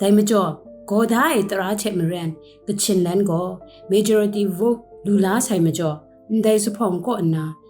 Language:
Kachin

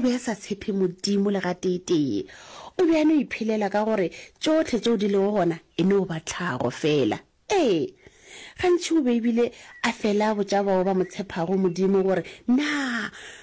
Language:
Northern Sotho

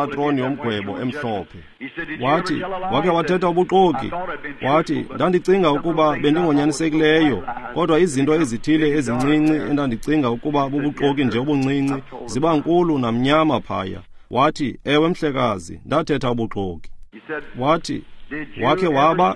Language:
Xhosa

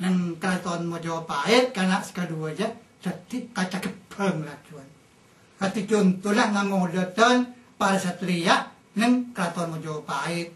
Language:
Madurese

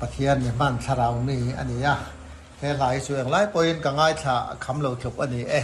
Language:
Mizo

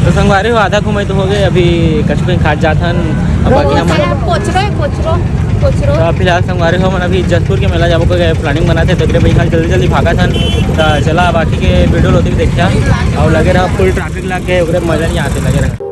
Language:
Chhattisgarhi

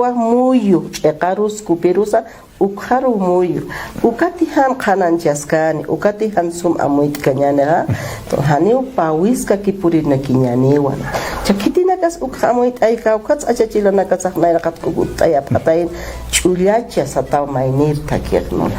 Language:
Aymara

